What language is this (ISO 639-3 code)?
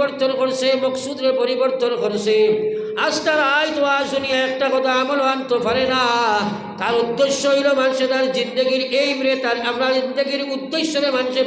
syl